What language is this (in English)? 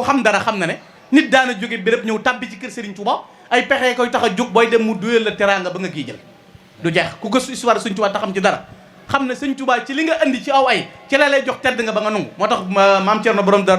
Wolof